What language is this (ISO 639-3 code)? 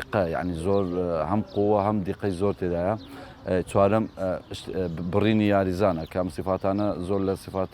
ckb